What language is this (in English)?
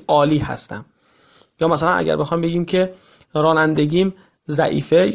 Persian